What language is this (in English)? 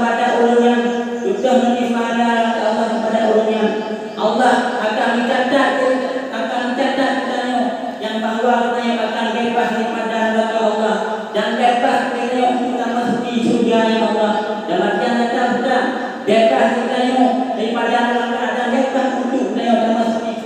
Achinese